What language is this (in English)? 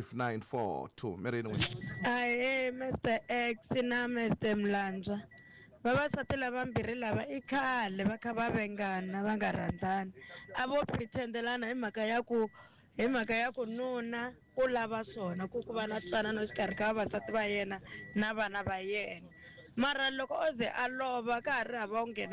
Tsonga